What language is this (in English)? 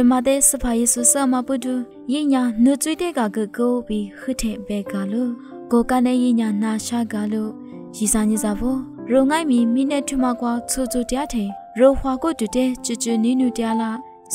Lisu